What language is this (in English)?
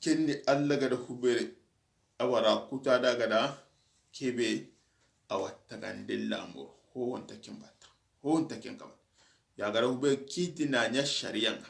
Soninke